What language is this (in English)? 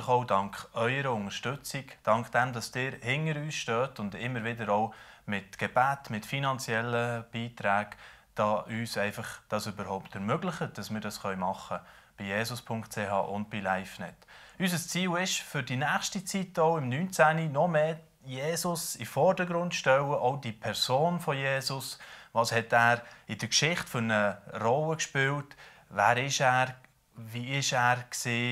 Swiss German